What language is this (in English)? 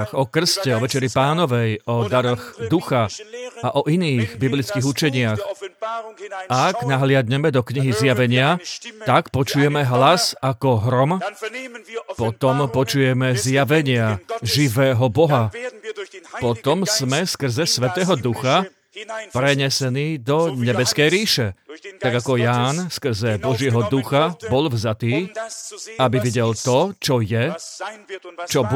Slovak